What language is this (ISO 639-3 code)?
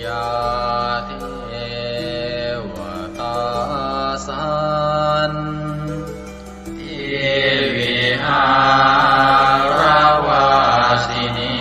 pli